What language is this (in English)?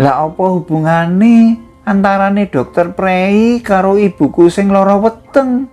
Javanese